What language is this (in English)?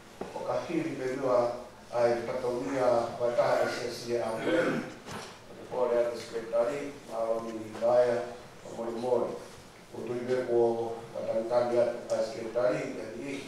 Tongan